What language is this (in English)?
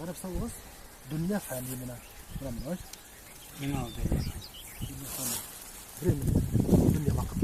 Bashkir